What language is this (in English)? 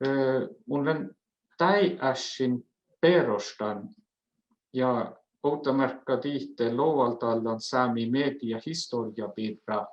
Northern Sami